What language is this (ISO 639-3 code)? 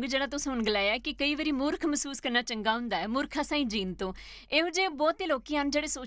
doi